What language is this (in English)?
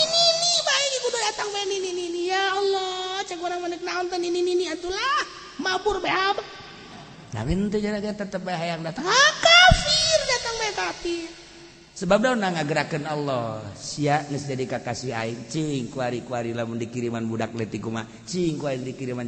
Sundanese